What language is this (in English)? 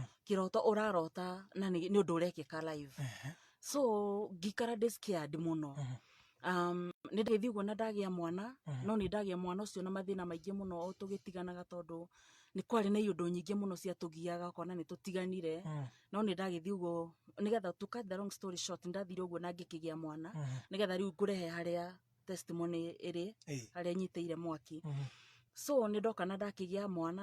Kikuyu